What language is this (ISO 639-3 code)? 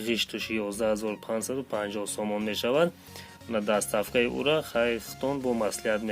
tgk